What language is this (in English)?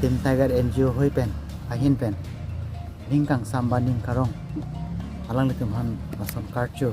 Karbi